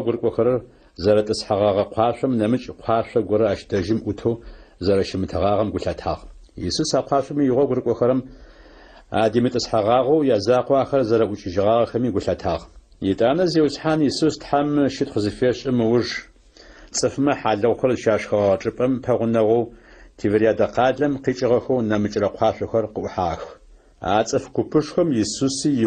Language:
Adyghe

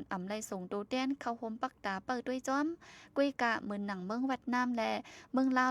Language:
Shan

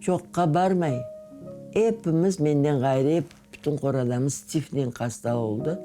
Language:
Crimean Tatar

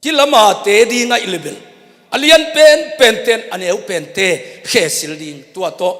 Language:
Tedim Chin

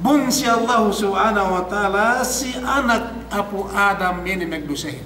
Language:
Yakan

